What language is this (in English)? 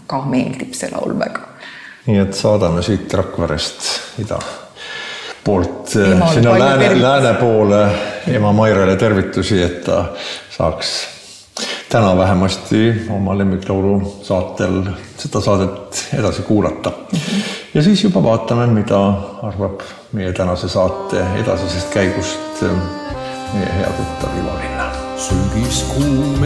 Estonian